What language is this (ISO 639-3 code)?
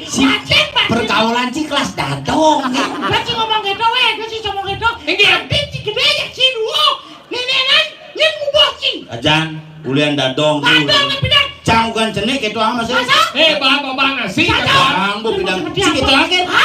ban